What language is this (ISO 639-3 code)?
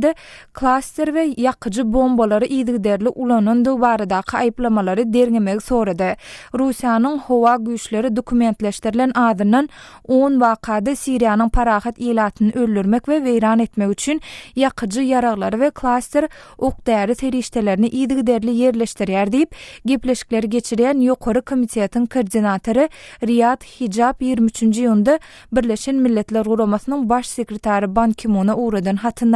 tuk